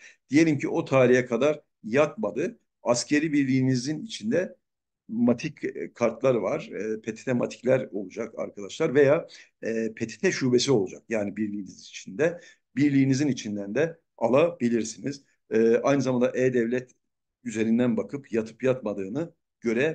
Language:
Turkish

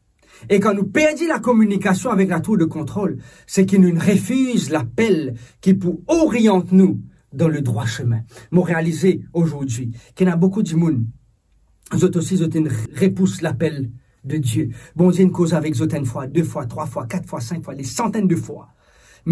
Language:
Morisyen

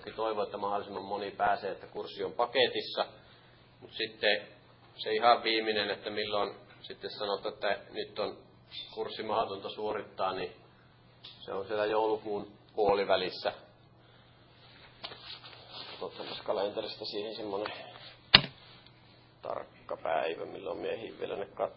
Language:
Finnish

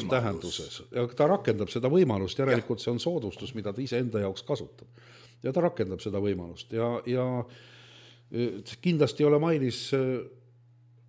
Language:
Estonian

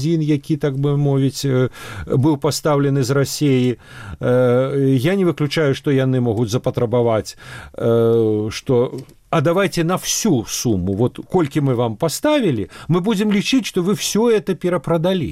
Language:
Belarusian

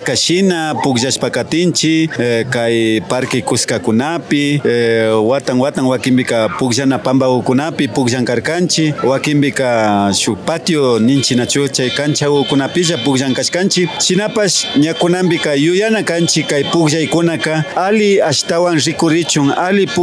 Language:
Imbabura Highland Quichua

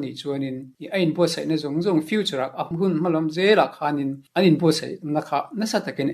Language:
Mizo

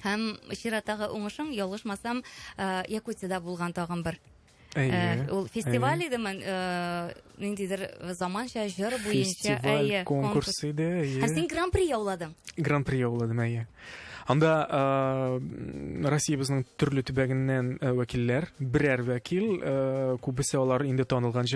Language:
Tatar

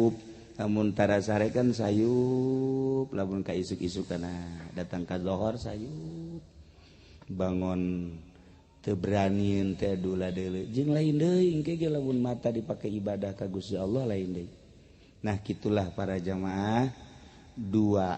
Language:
Sundanese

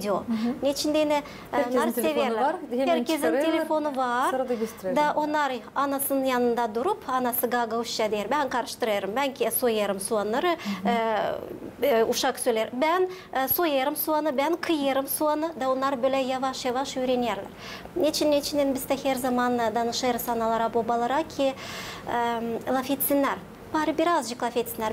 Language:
Gagauz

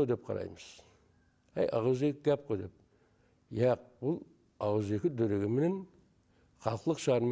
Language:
Kara-Kalpak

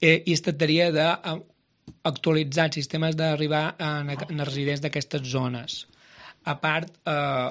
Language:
Catalan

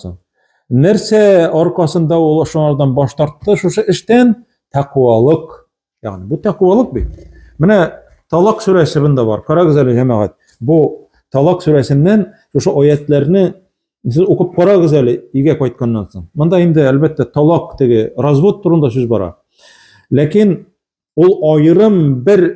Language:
Tatar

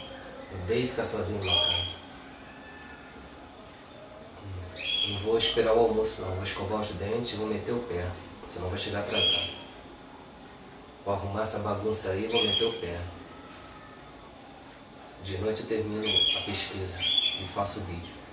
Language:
Portuguese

